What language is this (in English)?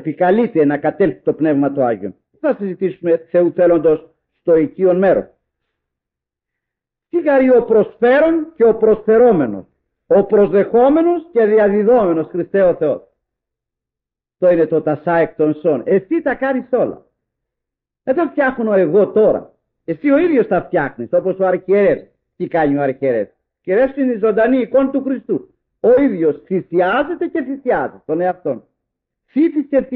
Greek